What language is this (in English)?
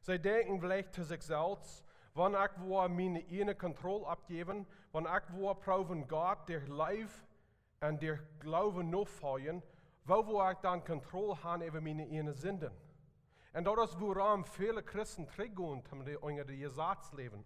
Plautdietsch